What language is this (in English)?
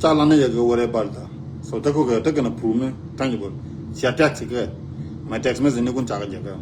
Nuer